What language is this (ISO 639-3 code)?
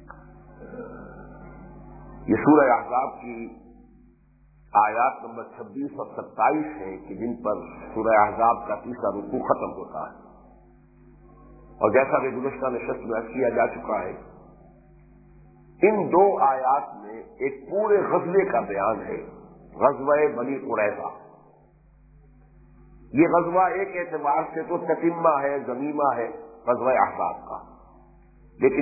urd